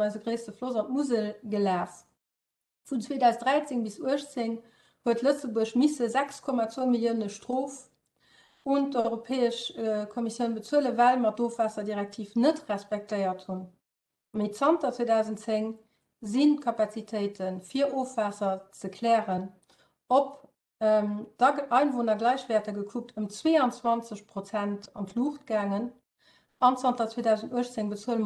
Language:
Luxembourgish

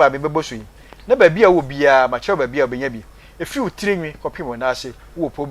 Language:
Akan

